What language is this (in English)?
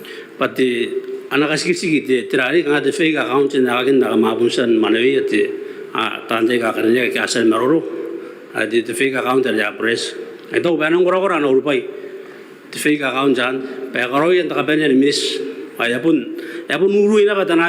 Gilbertese